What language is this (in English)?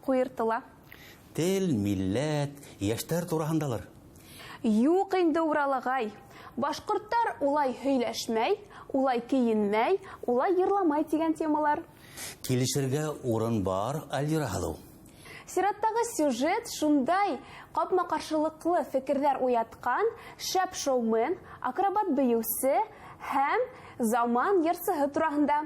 Bashkir